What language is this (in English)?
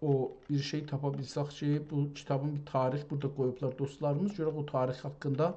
South Azerbaijani